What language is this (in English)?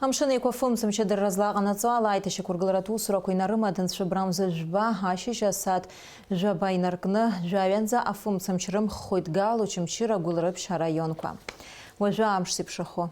Abkhazian